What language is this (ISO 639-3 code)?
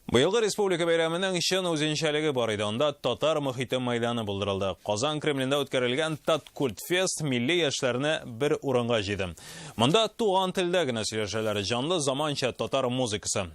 tat